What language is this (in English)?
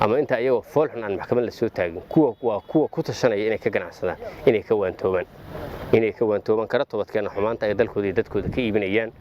Somali